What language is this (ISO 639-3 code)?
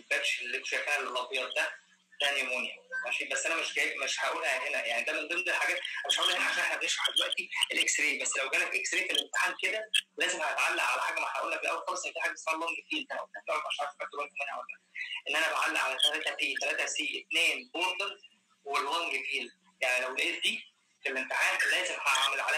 arz